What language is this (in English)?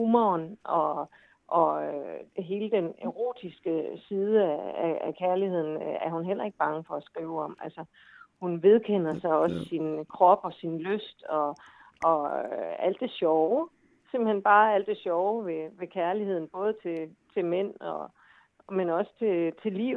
Danish